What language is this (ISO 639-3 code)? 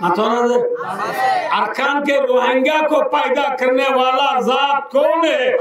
rhg